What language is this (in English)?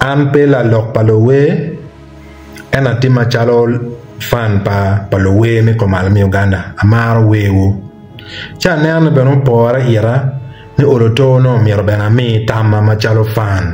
Acoli